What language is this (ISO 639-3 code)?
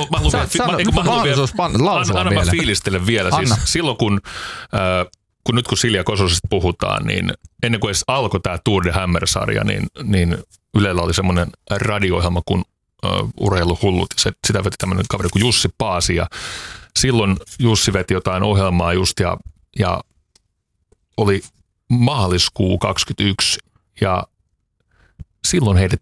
fin